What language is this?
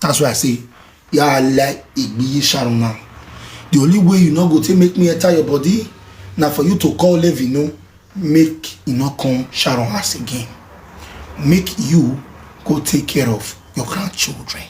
Nigerian Pidgin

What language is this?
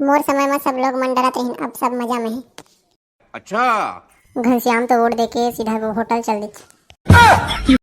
Chhattisgarhi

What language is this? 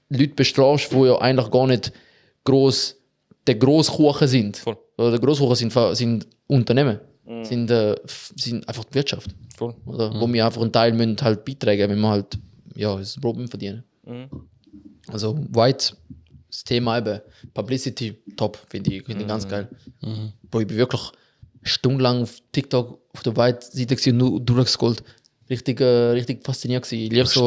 Swiss German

